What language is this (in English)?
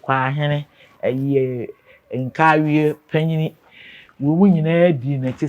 Akan